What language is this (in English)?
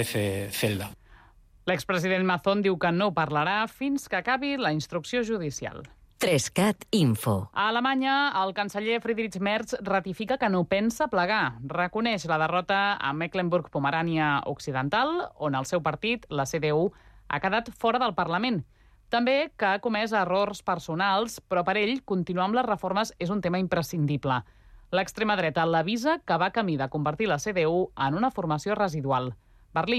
Catalan